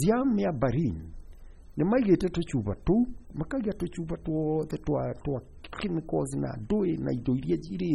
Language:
Kikuyu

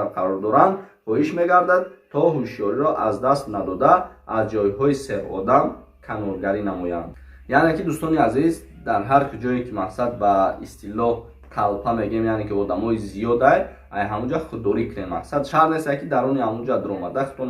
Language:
Tajik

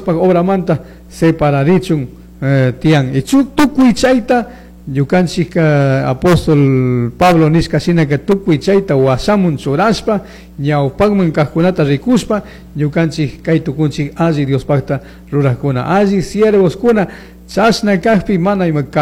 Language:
Chimborazo Highland Quichua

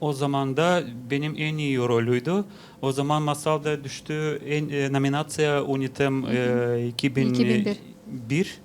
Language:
Gagauz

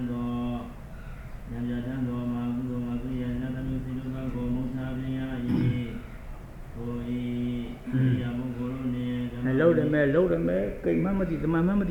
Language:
Burmese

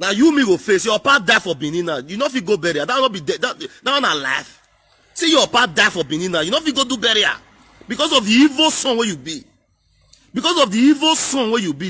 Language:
Nigerian Pidgin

